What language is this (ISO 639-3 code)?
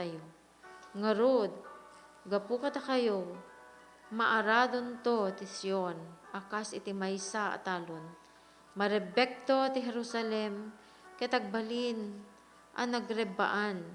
ilo